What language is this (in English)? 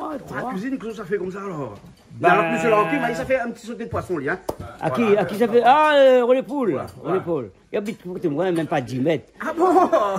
Réunion Creole French